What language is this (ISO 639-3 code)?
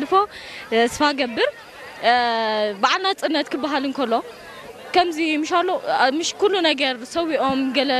tir